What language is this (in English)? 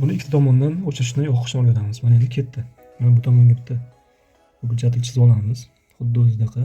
Uzbek